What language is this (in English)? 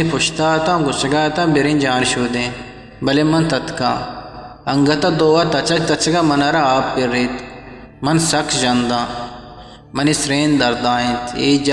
Eastern Balochi